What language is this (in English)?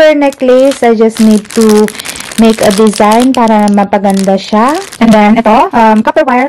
Filipino